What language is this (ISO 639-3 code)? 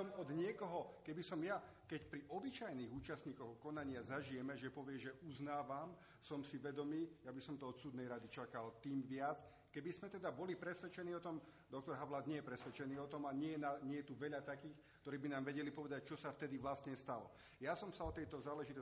slk